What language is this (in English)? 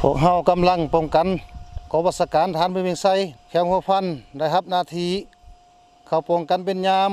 Lao